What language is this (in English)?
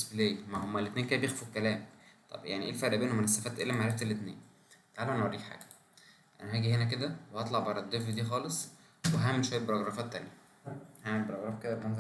Egyptian Arabic